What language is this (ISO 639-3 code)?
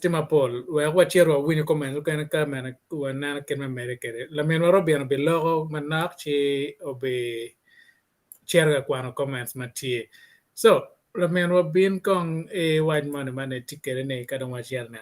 ach